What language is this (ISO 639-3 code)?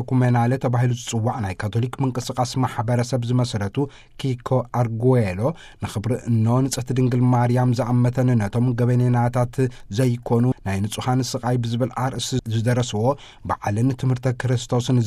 tir